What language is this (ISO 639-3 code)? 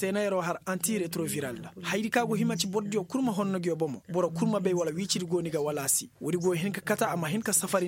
ses